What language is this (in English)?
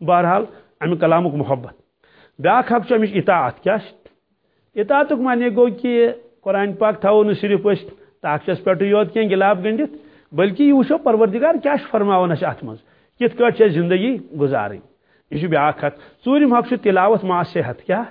Kashmiri